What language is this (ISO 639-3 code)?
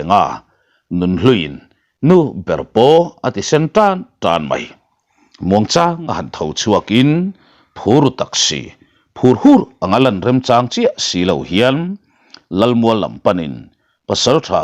lus